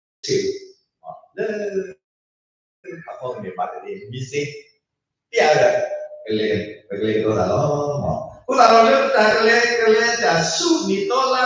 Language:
S'gaw Karen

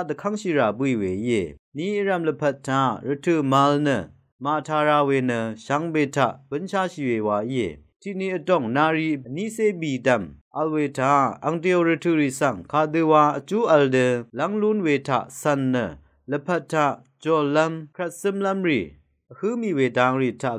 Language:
Rawang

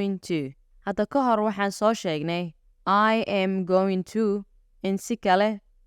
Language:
Somali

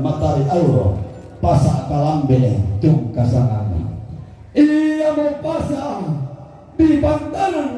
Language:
Toraja-Sa'dan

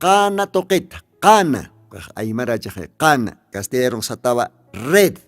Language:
Aymara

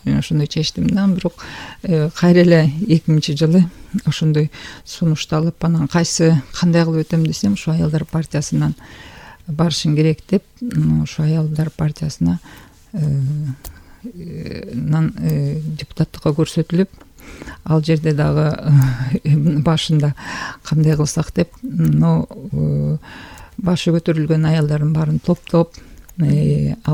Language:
Kyrgyz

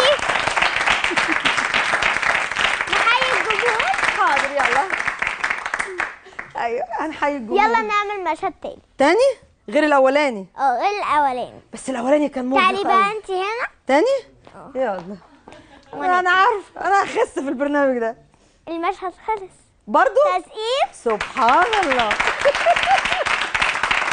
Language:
Egyptian Arabic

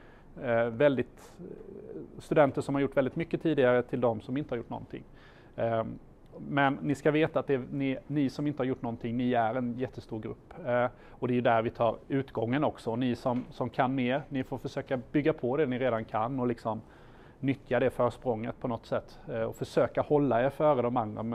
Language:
Swedish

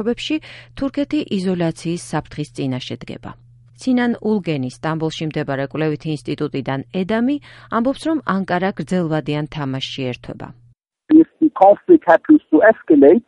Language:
Georgian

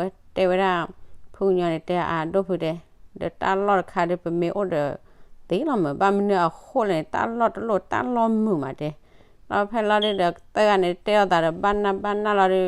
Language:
S'gaw Karen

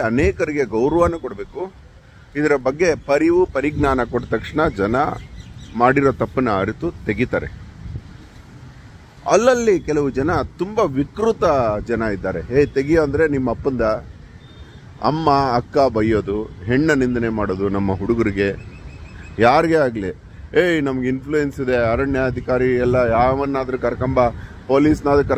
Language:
Kannada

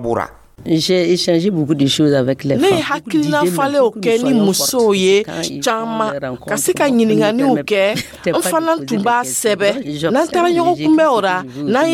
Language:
Dyula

